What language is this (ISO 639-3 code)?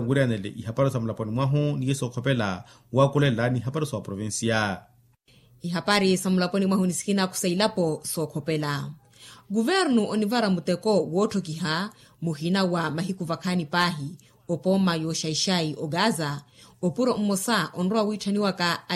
vmw